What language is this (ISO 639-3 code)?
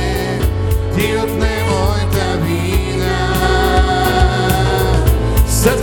bul